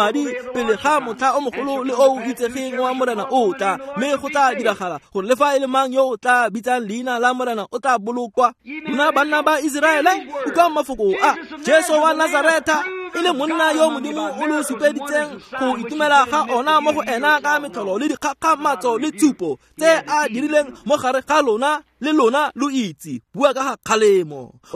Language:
Tswana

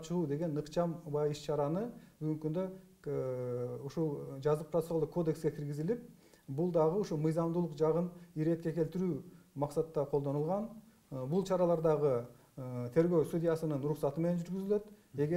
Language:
Kyrgyz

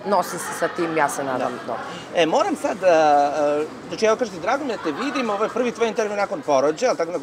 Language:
Serbian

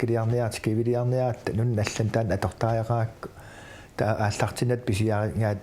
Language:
Kalaallisut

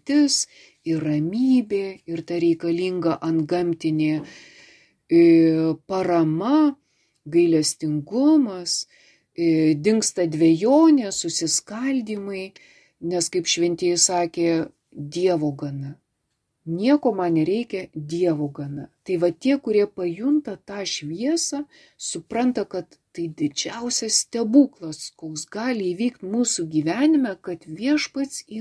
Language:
Lithuanian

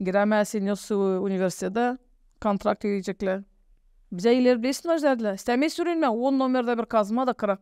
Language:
Gagauz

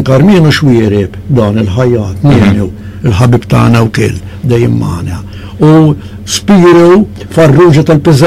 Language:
Maltese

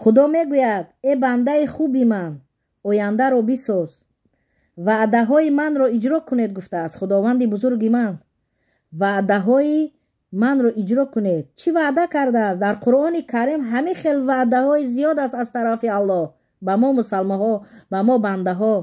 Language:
Tajik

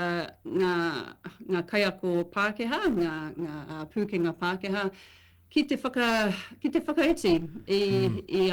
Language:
Māori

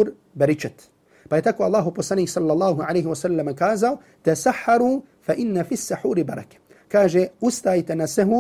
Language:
Bosnian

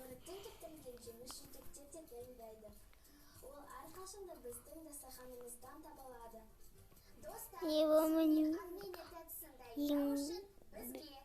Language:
Kazakh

